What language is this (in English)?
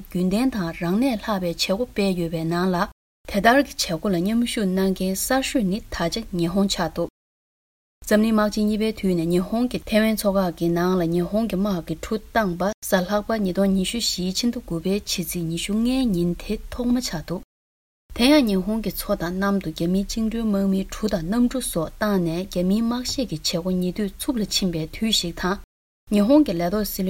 Tibetan